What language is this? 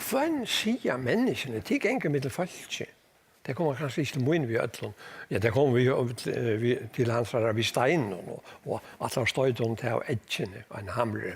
Faroese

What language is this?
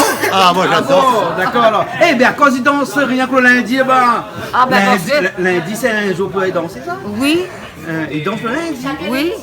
Réunion Creole French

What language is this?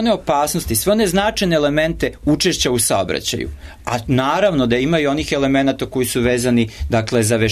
Serbian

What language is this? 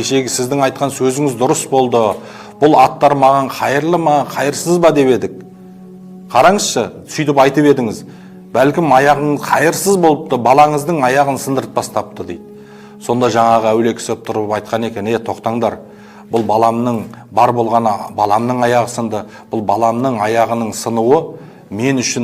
Kazakh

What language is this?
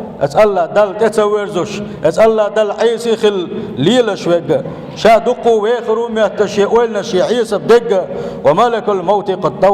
Chechen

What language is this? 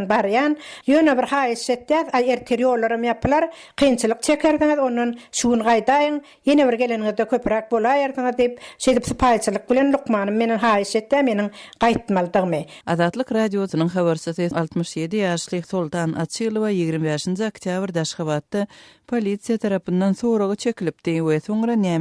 Turkmen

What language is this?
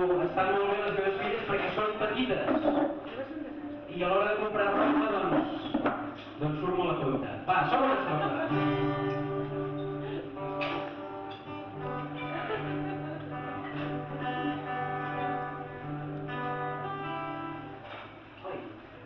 Catalan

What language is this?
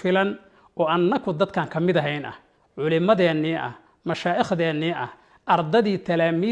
Somali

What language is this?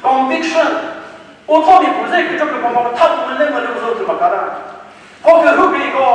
Chokri Naga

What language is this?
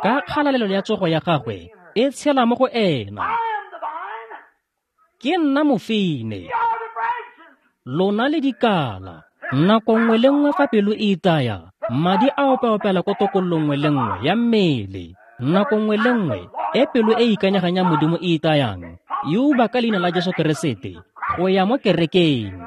Tswana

